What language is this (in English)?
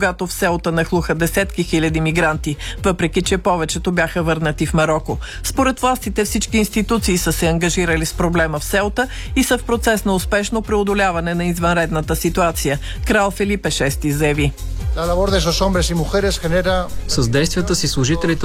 Bulgarian